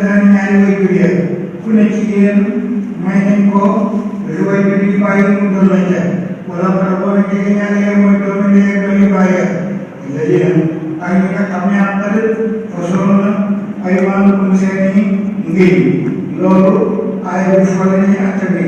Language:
Wolof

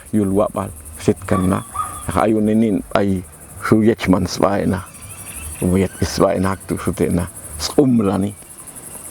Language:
Popti'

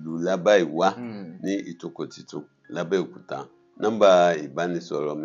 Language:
Yoruba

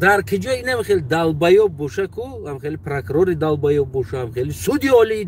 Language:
Tajik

